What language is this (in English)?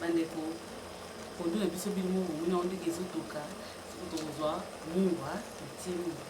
Lingala